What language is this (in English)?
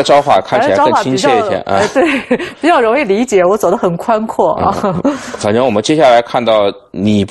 Chinese